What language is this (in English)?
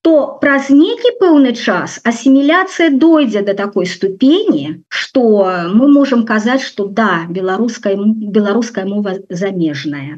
Belarusian